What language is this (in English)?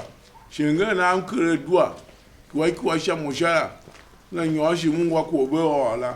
Tiv